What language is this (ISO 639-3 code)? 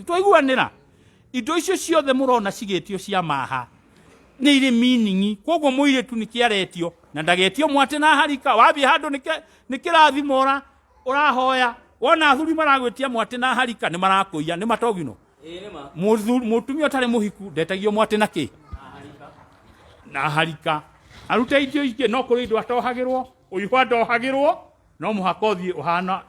kik